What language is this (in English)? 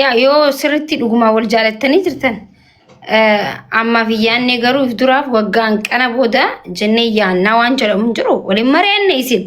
Oromo